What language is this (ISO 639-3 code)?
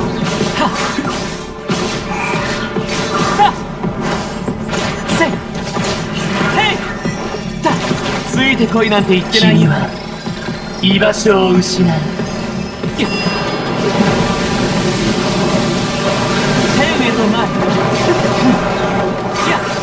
jpn